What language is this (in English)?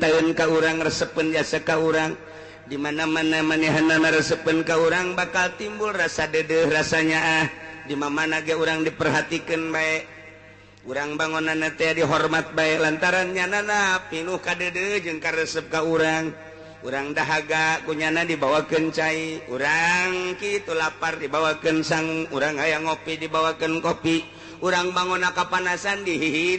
Sundanese